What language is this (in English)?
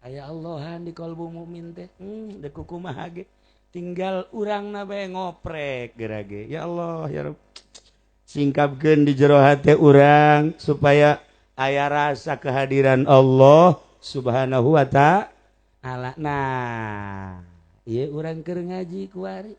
Sundanese